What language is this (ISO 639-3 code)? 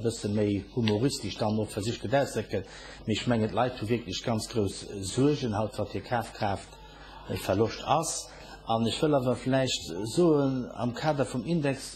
ltz